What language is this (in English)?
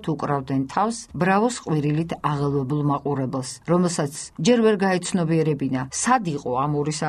Georgian